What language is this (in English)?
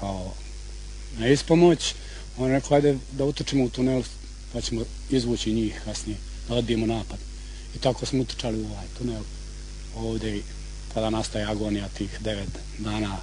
Bosnian